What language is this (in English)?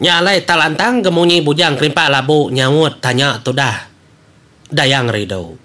Iban